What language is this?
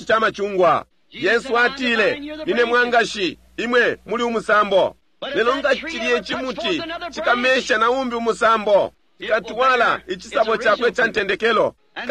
Bemba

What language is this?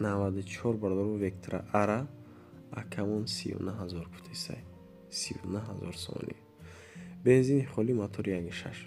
Tajik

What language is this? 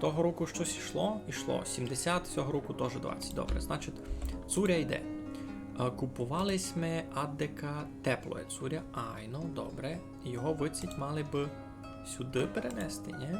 Rusyn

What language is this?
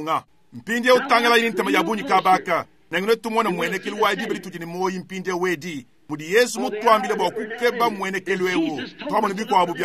Luba-Lulua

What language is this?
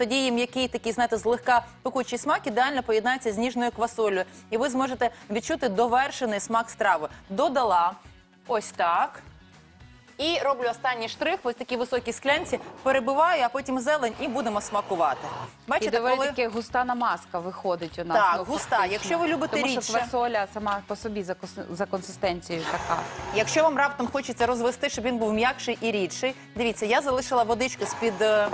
Ukrainian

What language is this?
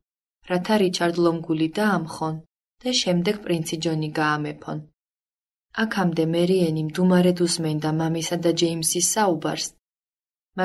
Georgian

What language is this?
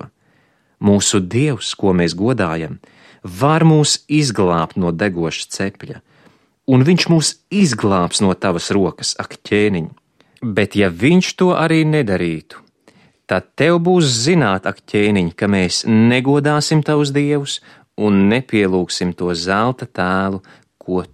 Latvian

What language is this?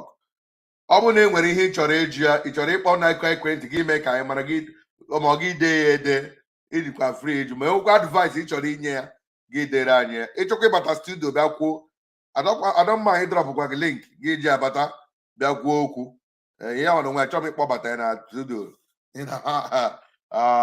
Igbo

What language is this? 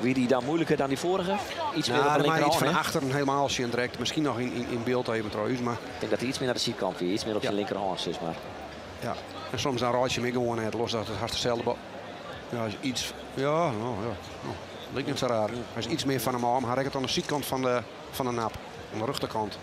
Western Frisian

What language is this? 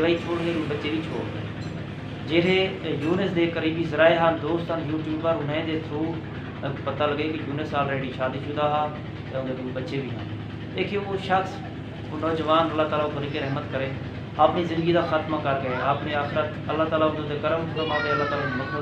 Saraiki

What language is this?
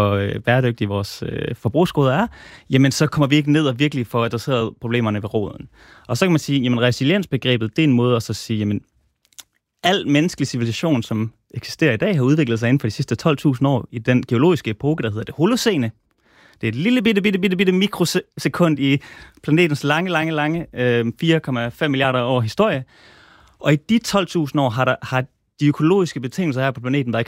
Danish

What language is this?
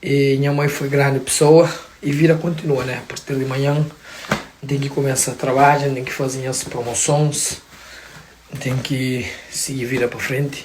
Kabuverdianu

